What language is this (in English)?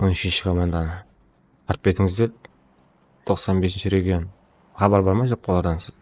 Kara-Kalpak